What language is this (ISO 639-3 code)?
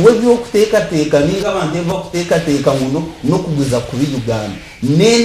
nyn